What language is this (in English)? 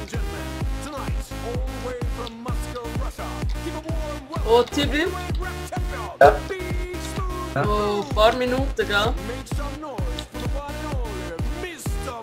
Swiss German